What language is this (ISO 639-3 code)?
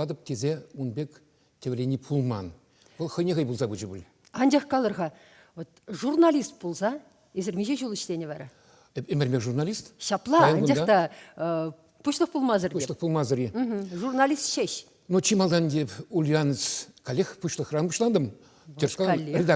chv